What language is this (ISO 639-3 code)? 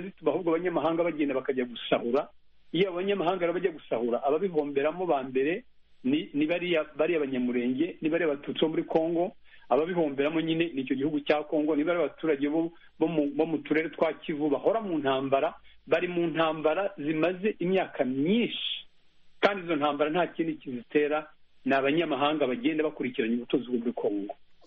kin